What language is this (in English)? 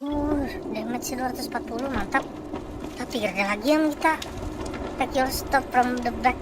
Banjar